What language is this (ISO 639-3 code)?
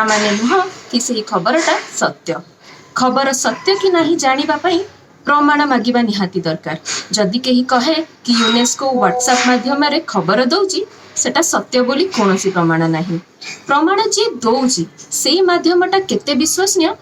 ori